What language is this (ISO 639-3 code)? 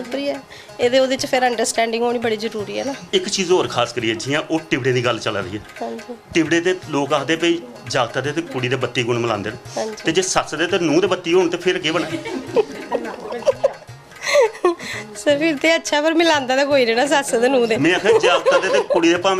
doi